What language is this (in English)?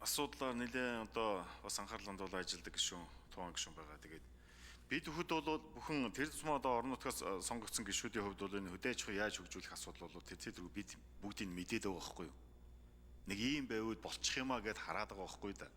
Mongolian